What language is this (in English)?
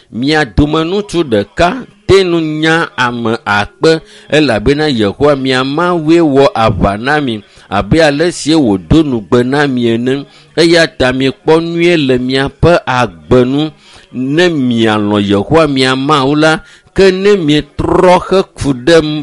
Ewe